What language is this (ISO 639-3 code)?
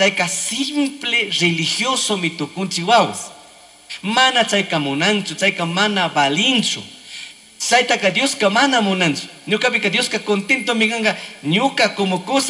qug